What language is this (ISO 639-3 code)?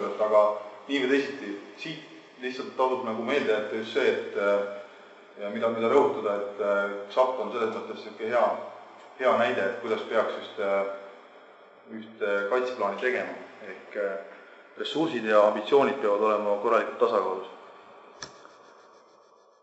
est